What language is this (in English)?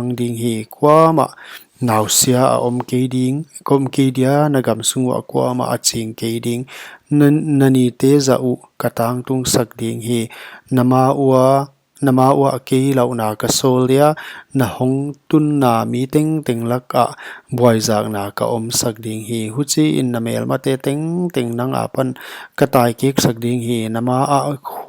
Paite Chin